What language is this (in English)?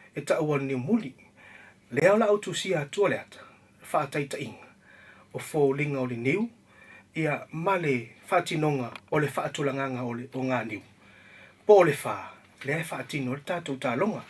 Samoan